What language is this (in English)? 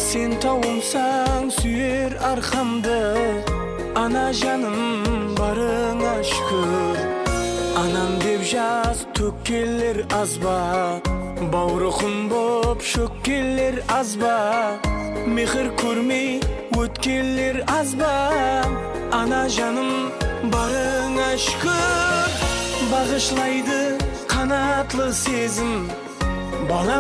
Kara-Kalpak